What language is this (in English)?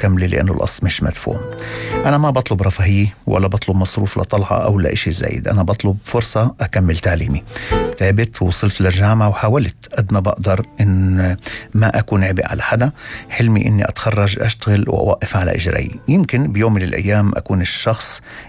North Levantine Arabic